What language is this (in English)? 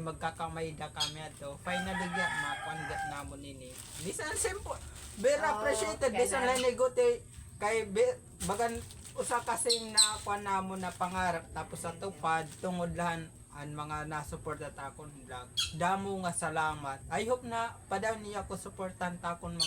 Waray